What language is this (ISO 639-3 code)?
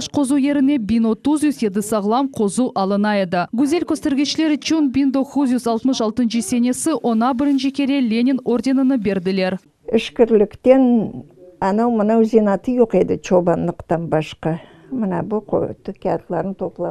crh